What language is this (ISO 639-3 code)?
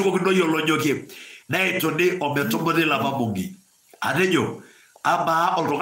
mas